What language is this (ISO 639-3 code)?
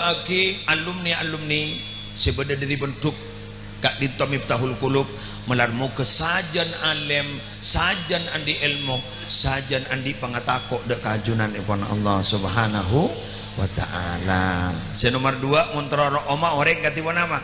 mad